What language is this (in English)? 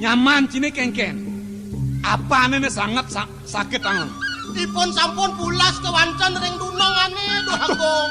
Balinese